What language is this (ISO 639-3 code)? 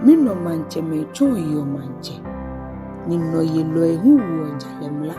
gaa